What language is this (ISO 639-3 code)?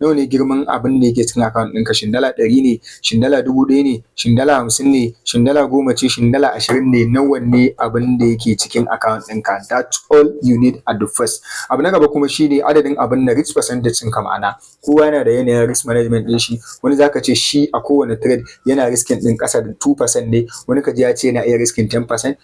hau